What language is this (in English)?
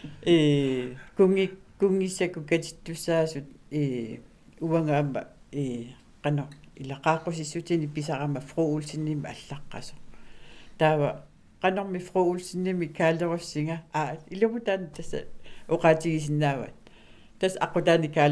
Kalaallisut